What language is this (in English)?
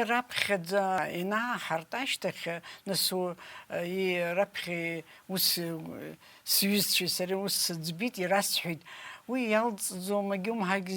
Abkhazian